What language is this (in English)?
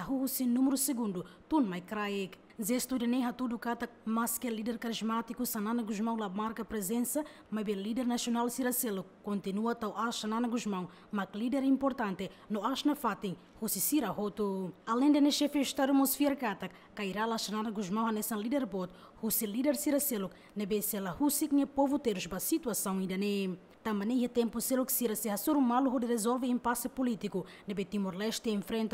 Tetum